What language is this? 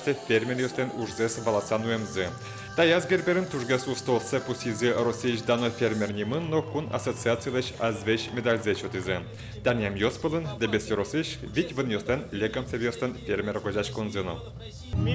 Udmurt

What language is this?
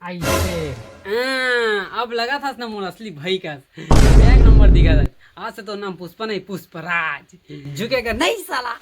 Chhattisgarhi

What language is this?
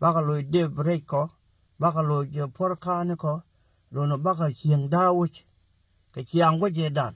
Nuer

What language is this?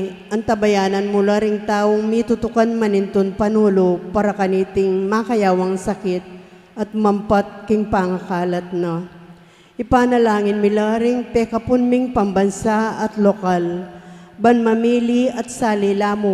Pampanga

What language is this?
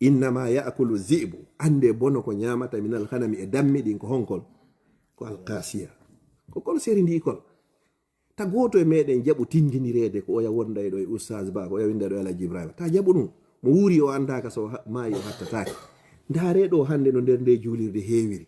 Fula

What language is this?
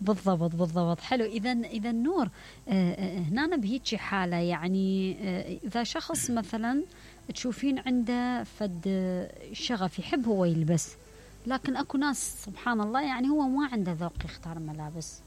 Mesopotamian Arabic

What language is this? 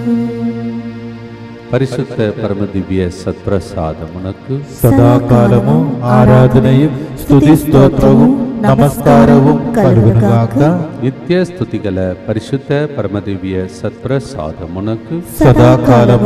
Telugu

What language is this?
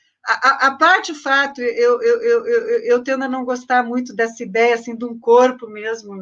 Portuguese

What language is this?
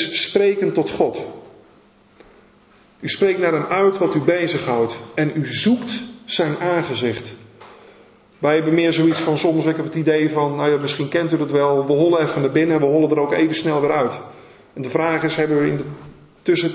Dutch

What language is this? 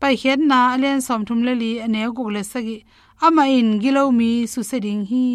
Tedim Chin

